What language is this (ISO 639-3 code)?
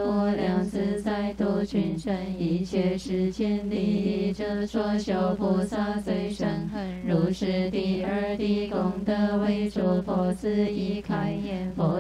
zho